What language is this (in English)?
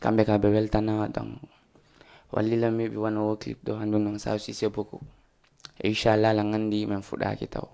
Fula